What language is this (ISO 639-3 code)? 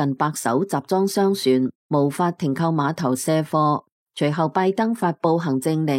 yue